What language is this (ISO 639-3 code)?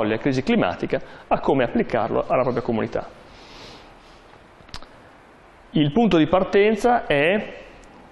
ita